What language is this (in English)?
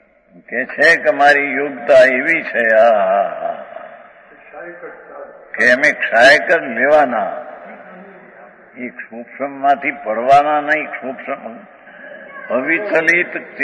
Gujarati